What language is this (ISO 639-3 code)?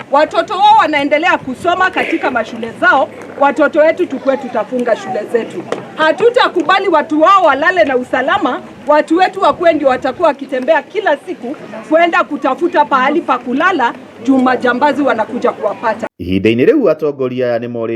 kik